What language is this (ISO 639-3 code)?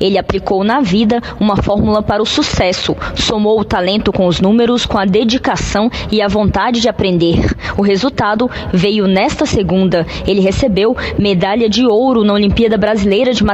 por